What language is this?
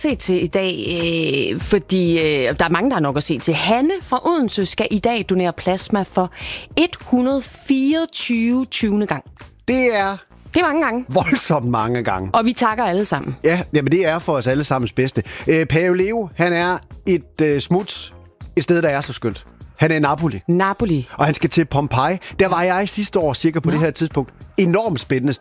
Danish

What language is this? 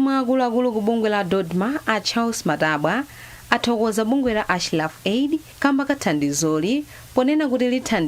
Nyanja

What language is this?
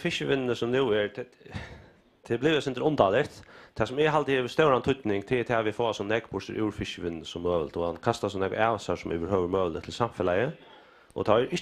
Faroese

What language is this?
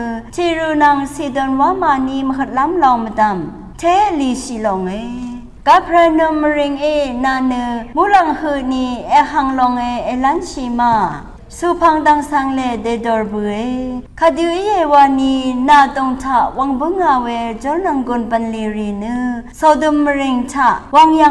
Rawang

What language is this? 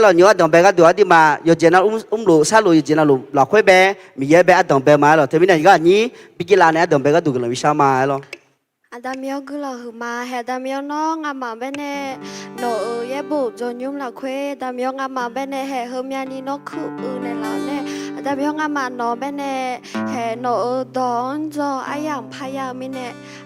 Akha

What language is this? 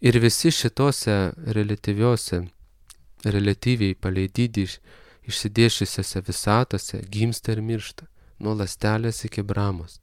Lithuanian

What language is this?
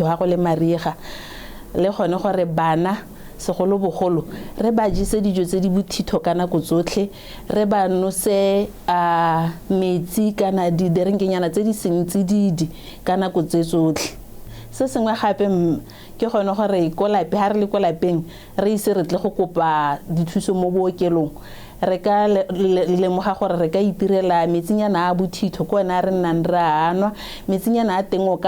Tswana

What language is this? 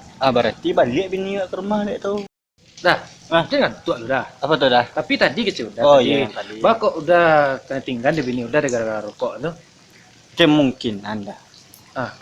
Minangkabau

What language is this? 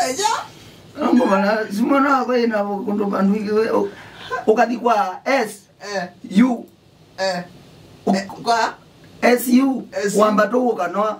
Kamba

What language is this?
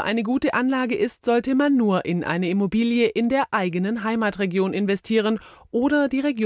German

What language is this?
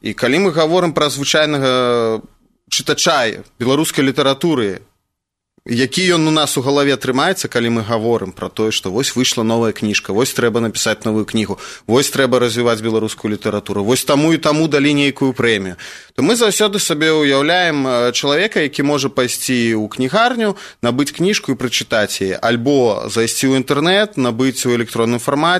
Belarusian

